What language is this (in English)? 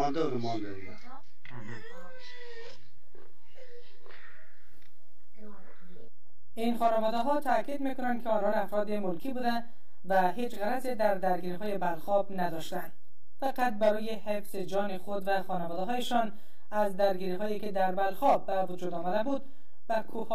Persian